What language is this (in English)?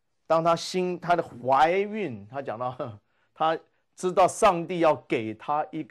Chinese